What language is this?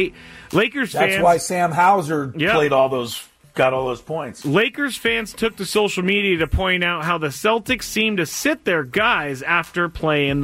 English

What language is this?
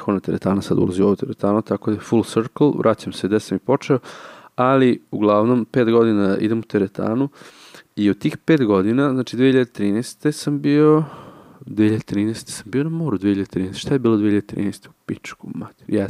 Serbian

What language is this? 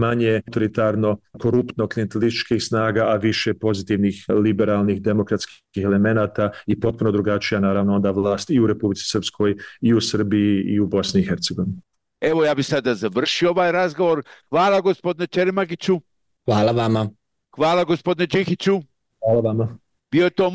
Bosnian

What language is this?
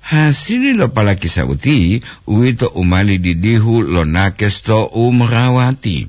Gorontalo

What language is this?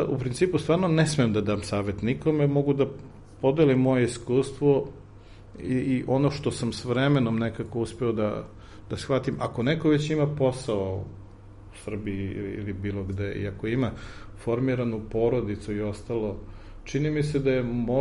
Serbian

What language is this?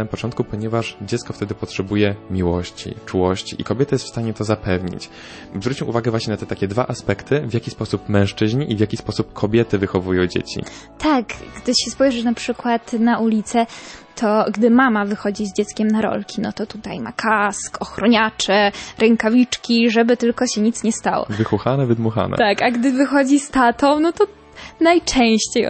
Polish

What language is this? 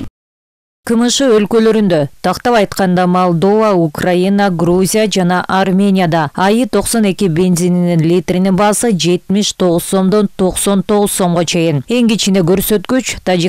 Kyrgyz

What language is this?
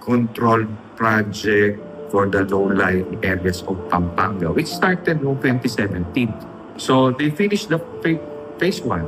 Pampanga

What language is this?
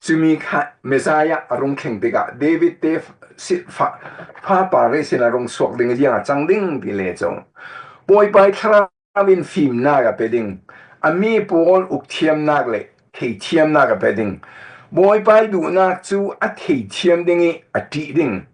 Falam Chin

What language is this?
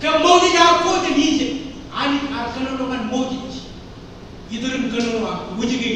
Marshallese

